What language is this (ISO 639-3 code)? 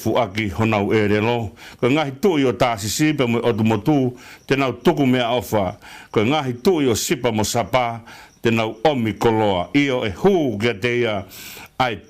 ton